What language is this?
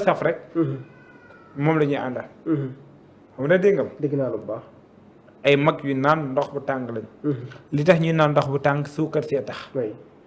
Wolof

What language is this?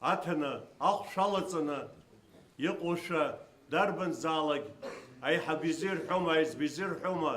Abkhazian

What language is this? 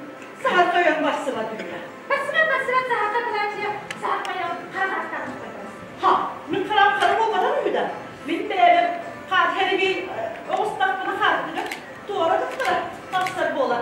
Yakut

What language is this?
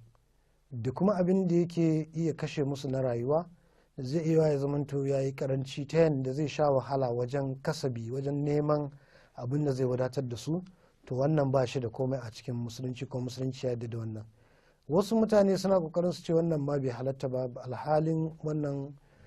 Hausa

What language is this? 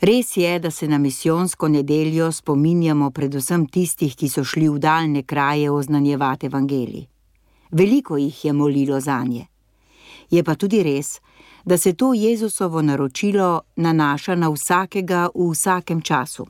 Slovenian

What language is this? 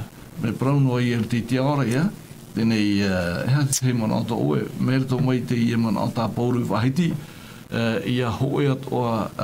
Tahitian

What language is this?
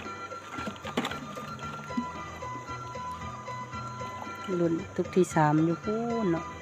Lao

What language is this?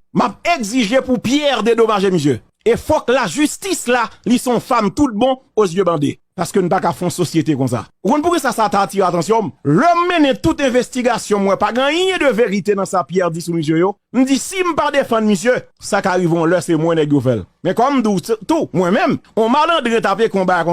Haitian Creole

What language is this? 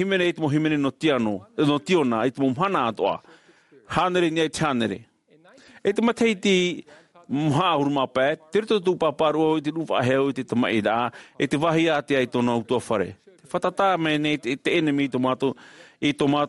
Tahitian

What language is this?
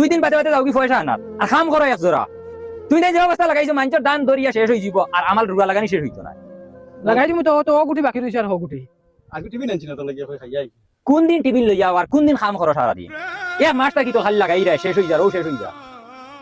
Sylheti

